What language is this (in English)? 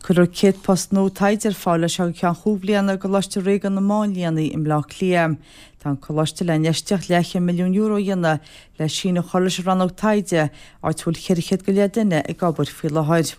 Irish